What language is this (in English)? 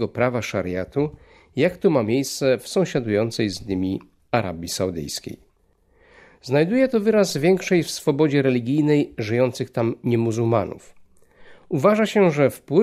Polish